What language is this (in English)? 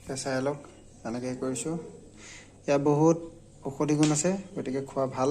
Assamese